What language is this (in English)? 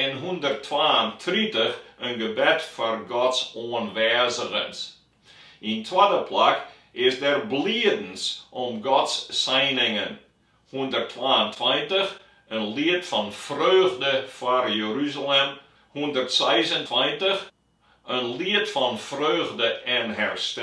Western Frisian